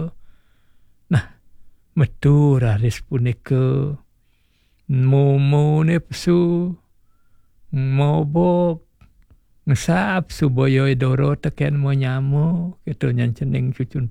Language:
Balinese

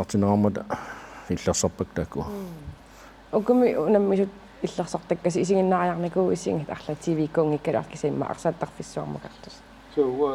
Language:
Kalaallisut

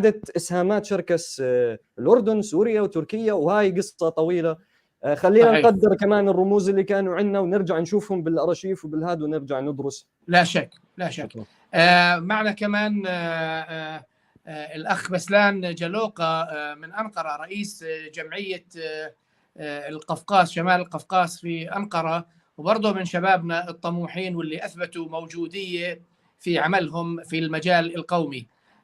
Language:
North Levantine Arabic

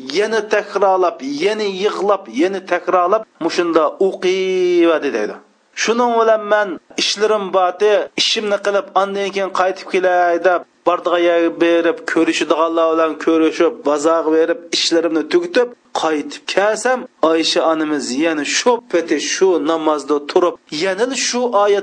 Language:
Uyghur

